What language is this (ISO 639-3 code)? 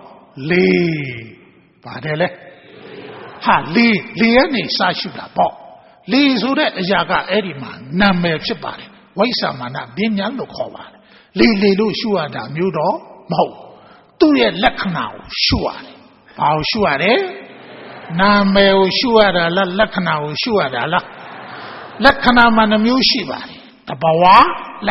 mya